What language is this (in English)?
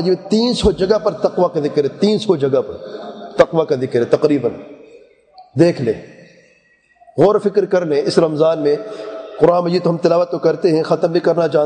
Urdu